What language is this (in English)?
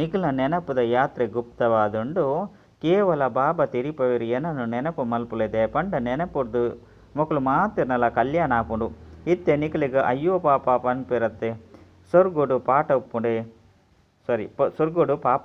Tulu